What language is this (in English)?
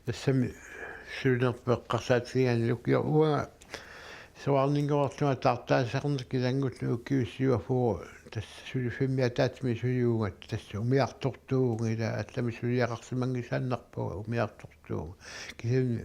Kalaallisut